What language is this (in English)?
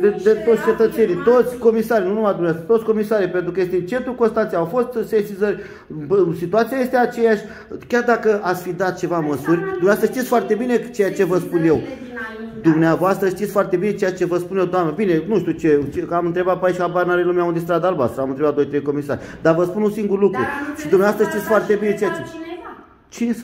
Romanian